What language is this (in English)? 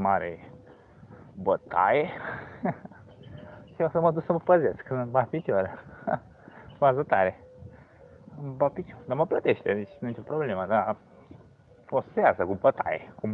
Romanian